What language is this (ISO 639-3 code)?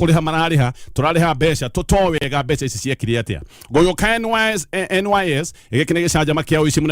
kik